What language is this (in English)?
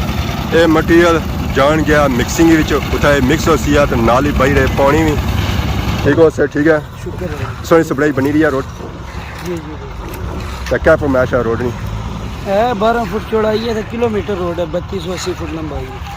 Pahari-Potwari